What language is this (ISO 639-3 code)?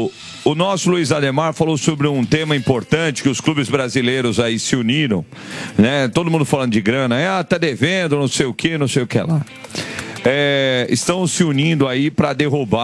por